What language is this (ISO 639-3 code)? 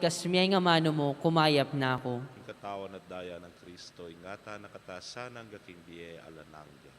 pam